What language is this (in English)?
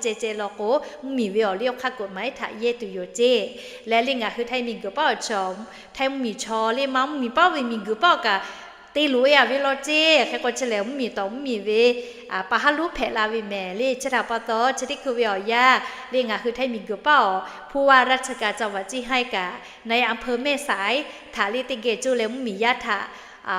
Lahu